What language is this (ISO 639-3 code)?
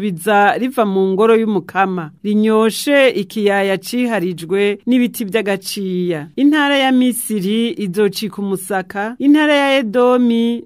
run